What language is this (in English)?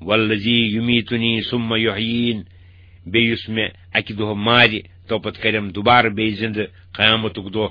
Kashmiri